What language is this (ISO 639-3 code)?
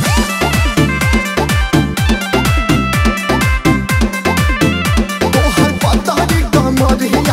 bho